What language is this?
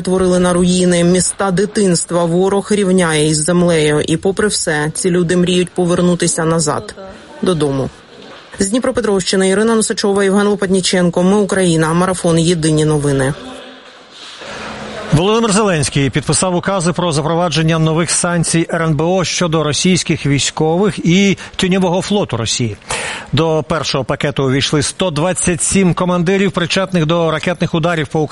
Ukrainian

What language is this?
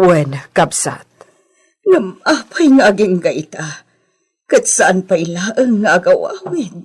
Iloko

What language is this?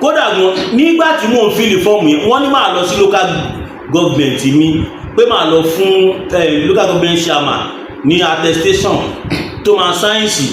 Yoruba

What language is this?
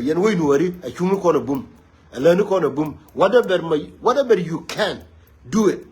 Nuer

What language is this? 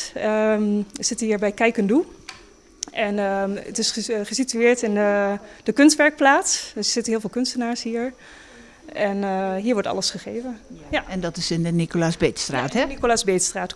Dutch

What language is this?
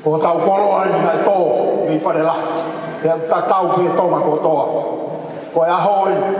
Tongan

